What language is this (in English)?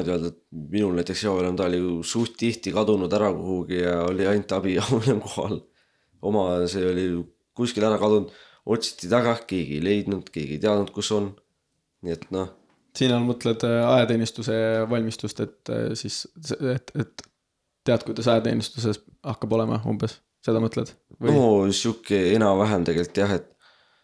Estonian